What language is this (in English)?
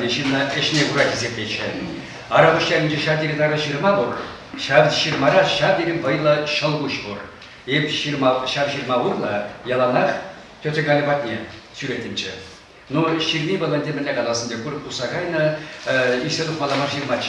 Chuvash